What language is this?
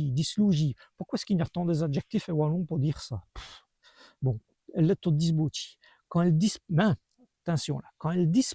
Walloon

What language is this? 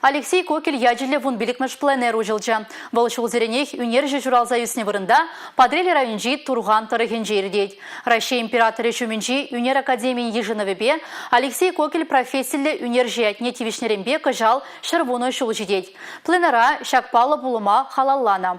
Chuvash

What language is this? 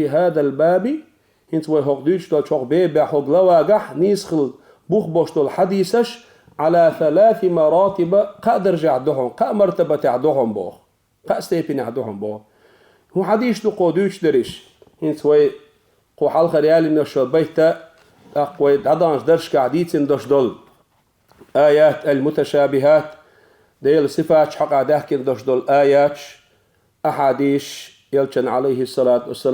Chechen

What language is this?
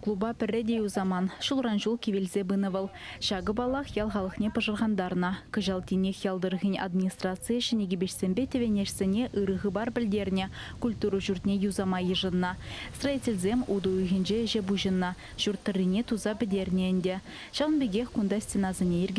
Chuvash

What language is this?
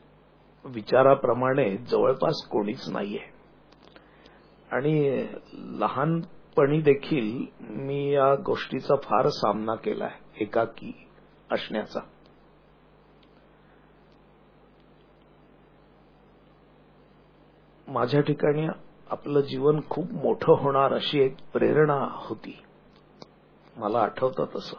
Marathi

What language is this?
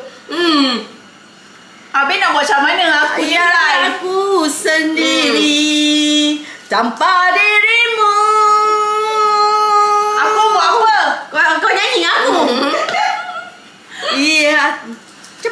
Malay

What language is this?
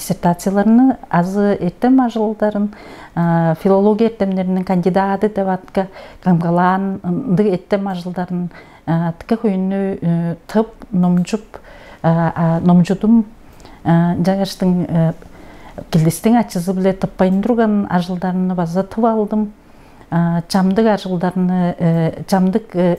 Tuvinian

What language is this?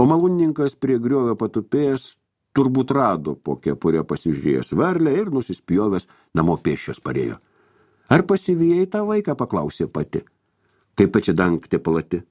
Lithuanian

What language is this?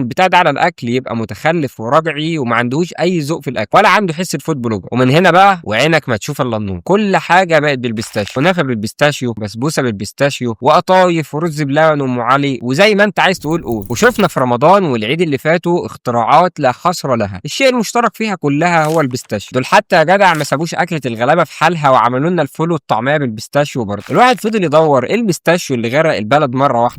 Egyptian Arabic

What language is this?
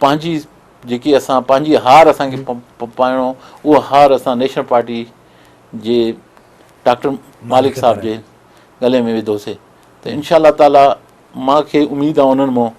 Sindhi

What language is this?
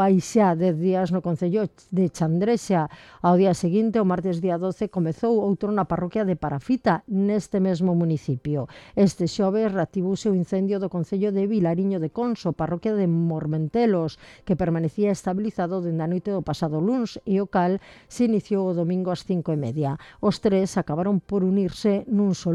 Galician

